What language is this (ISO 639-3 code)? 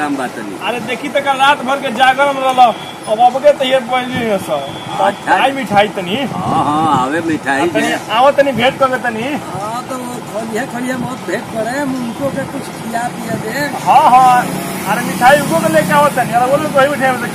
bho